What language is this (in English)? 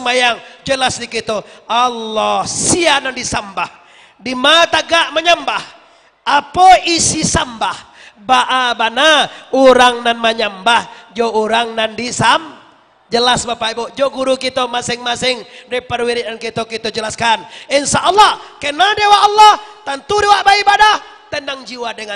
Minangkabau